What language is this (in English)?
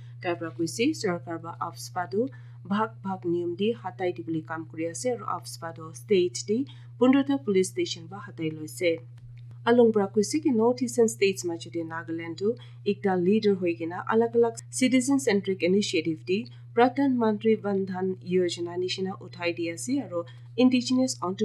Naga Pidgin